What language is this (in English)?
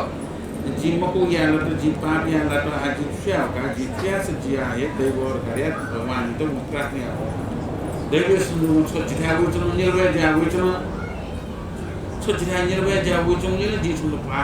Newari